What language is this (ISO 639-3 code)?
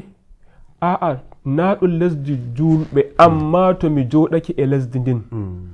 fuv